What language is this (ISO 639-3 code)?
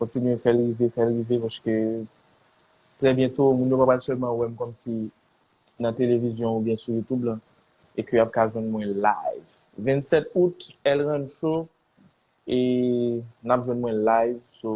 hat